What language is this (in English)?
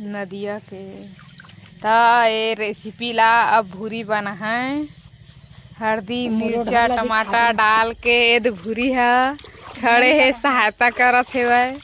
Chhattisgarhi